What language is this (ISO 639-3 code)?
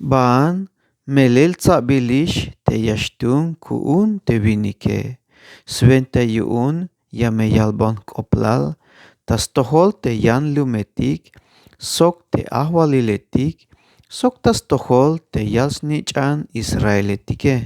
tzh